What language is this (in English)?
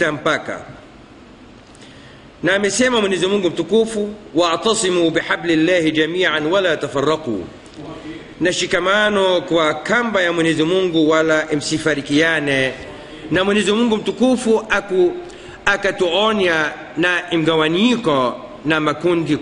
Swahili